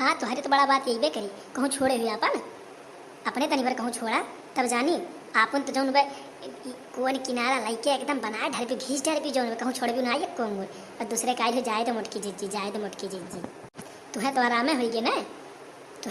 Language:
Awadhi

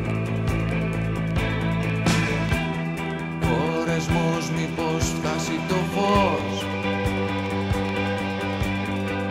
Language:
Greek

